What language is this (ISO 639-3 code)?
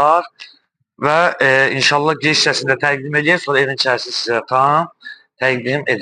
aze